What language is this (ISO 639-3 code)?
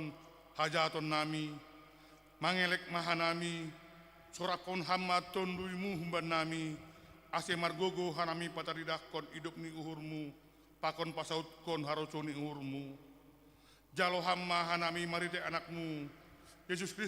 bts